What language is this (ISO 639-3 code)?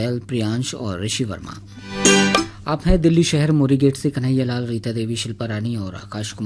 hin